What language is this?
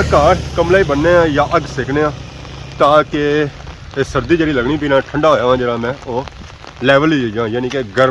Pahari-Potwari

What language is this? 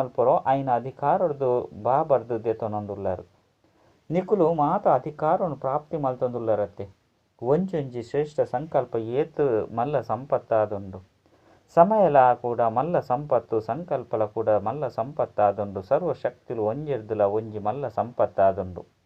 Tulu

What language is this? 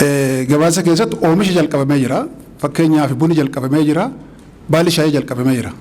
Oromo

